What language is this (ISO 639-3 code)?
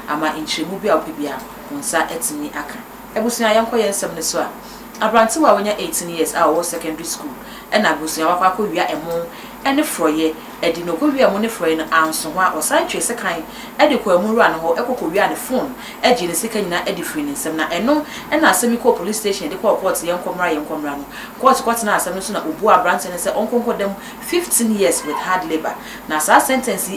aka